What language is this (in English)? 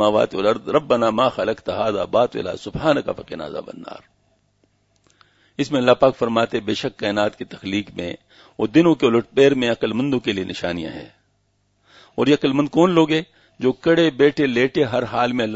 Urdu